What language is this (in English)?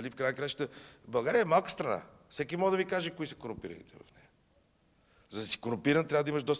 Bulgarian